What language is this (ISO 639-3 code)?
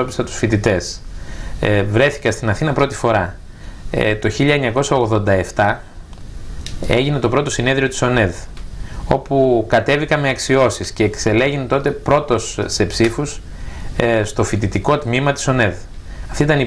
ell